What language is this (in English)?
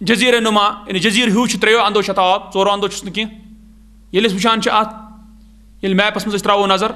Kashmiri